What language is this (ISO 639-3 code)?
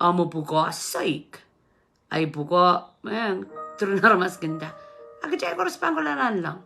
pon